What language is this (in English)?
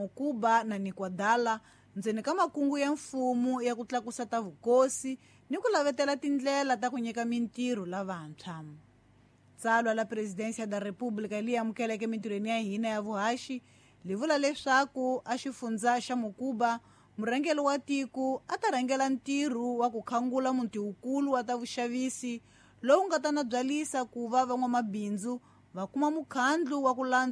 Tsonga